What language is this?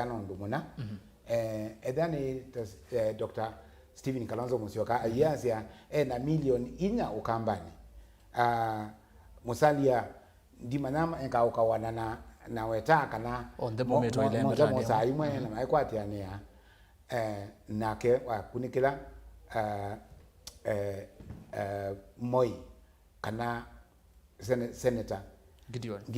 Kamba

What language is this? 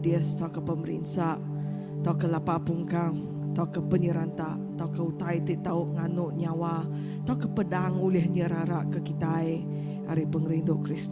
Iban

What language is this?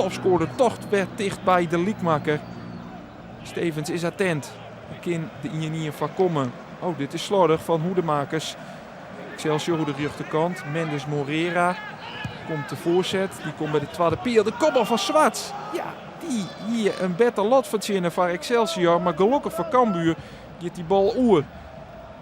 Western Frisian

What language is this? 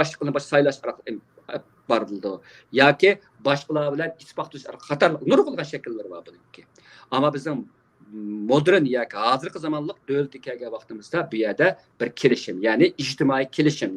Uyghur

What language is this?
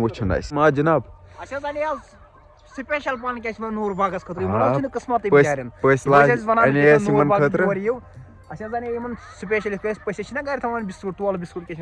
Kashmiri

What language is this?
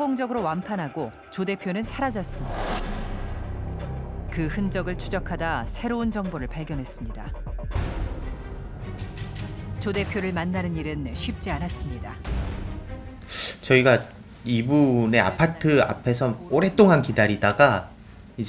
Korean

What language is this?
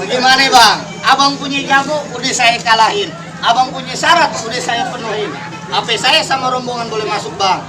Betawi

